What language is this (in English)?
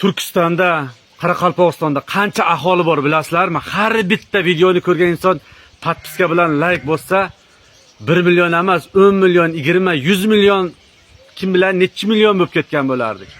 Uzbek